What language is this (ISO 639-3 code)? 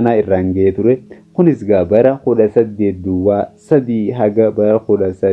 orm